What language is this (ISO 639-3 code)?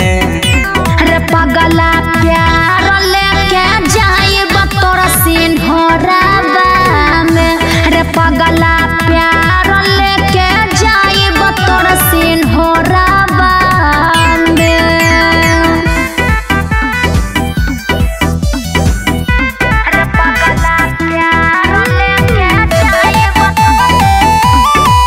bho